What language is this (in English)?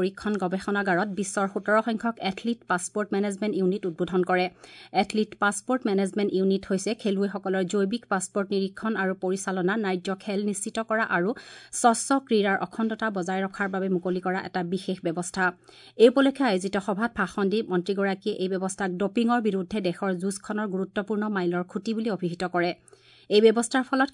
Assamese